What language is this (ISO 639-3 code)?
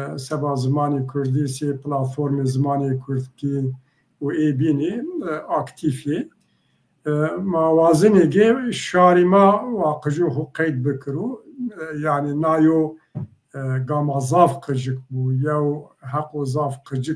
zza